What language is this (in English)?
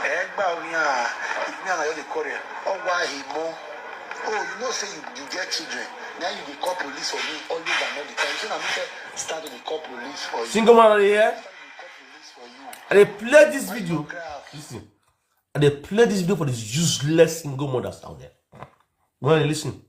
Nigerian Pidgin